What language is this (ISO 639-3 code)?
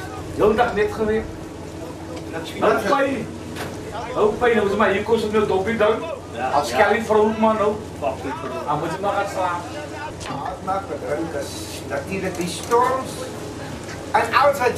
afr